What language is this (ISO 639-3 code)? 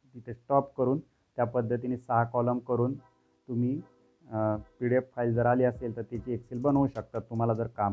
mar